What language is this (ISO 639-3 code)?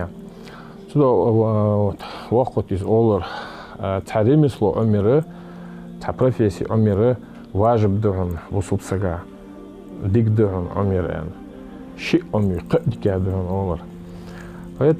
inh